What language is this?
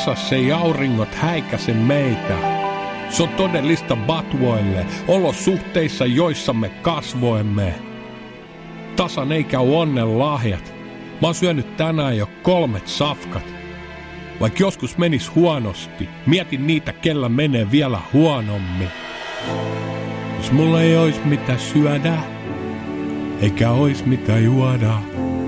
Finnish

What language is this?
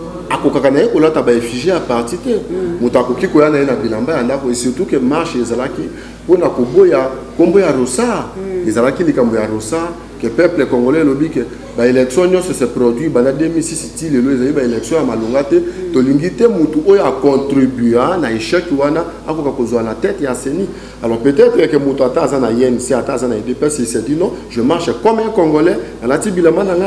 Lingala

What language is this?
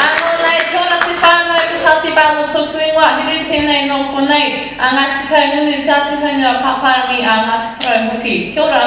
Māori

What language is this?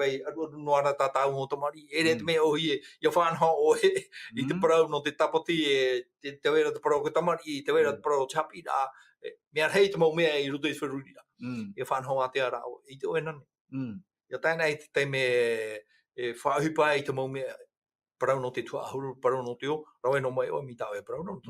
Tahitian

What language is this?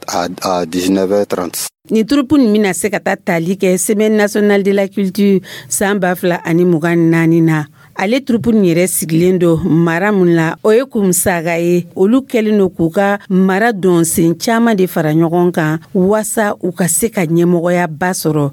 Dyula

